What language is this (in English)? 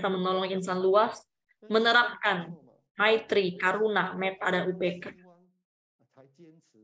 Indonesian